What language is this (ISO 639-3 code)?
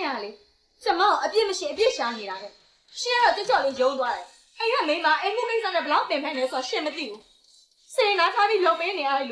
mya